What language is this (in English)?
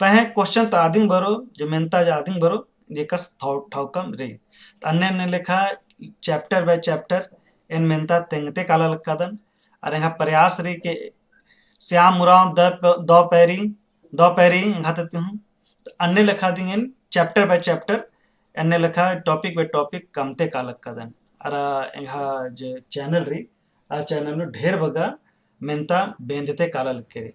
Kurukh